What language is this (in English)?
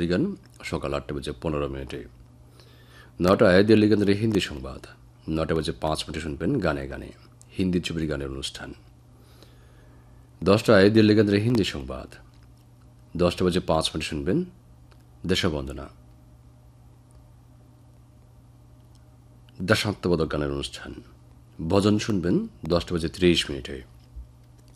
Bangla